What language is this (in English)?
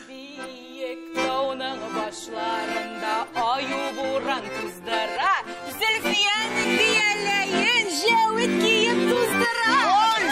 Tatar